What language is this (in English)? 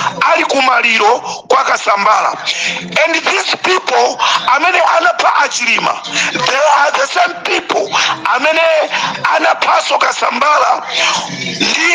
Nyanja